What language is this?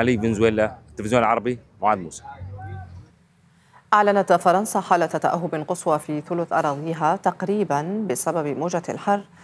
Arabic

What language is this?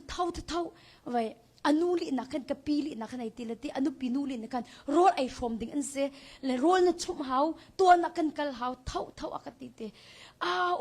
Hakha Chin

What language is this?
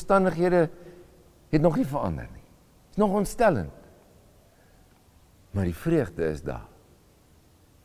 Afrikaans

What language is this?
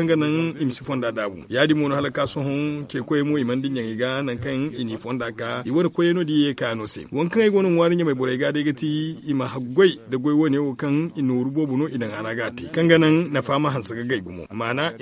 Zarma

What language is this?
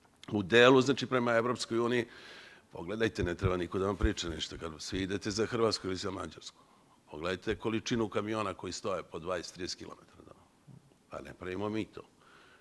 Serbian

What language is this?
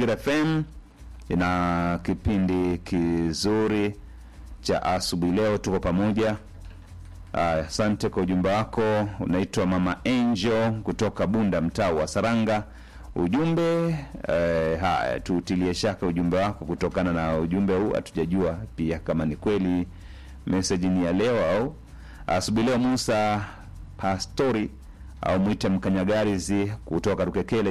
Swahili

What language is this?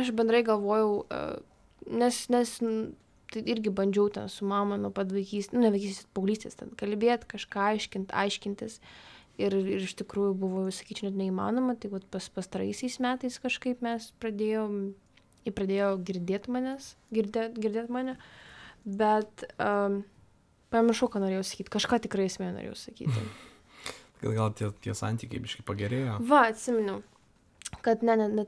Lithuanian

